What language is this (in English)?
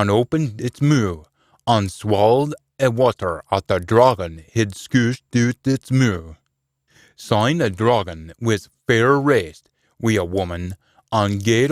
Scots